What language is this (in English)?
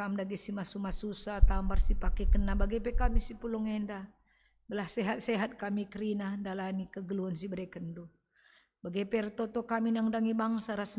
Batak Karo